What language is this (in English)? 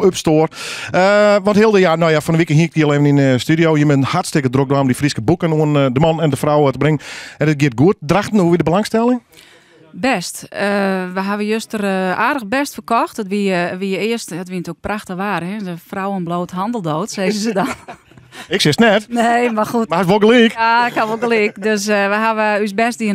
Western Frisian